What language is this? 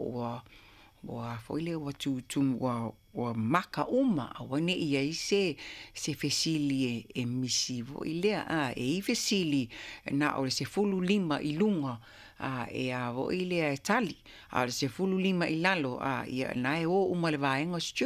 Samoan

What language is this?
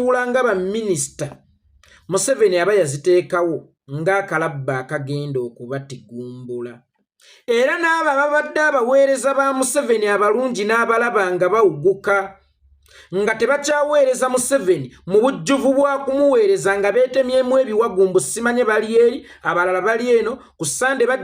Ganda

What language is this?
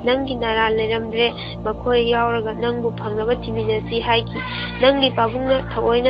Manipuri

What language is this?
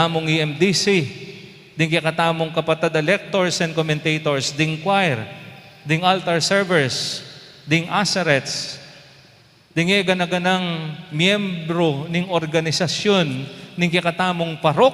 Pampanga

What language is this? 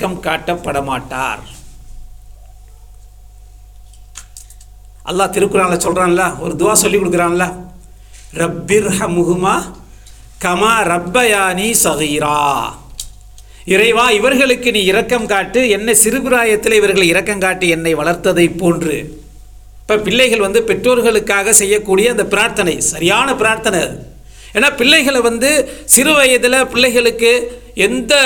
Tamil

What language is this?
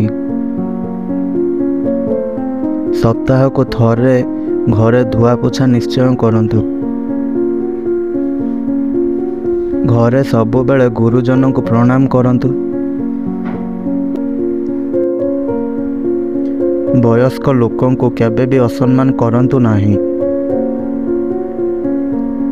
Odia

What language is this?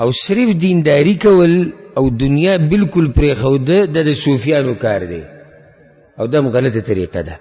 Pashto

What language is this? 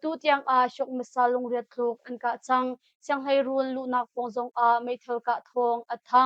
Hakha Chin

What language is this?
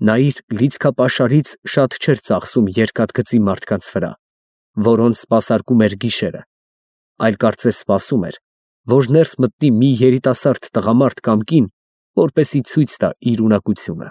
Armenian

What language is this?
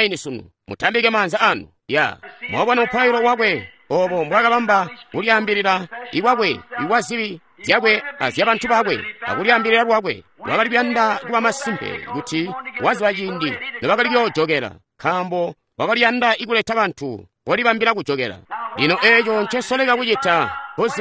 Tonga (Zambia)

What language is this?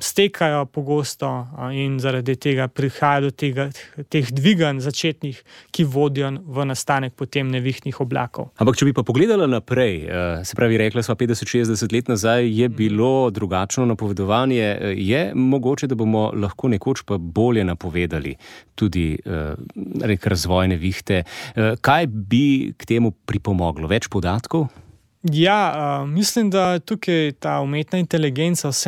Slovenian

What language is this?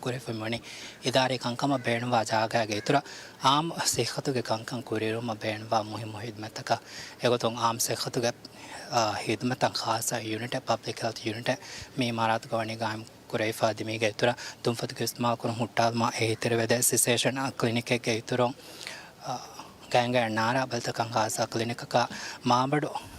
Divehi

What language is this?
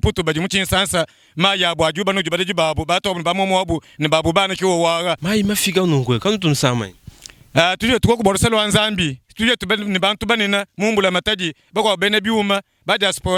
Luba-Lulua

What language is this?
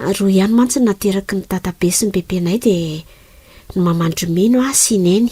Malagasy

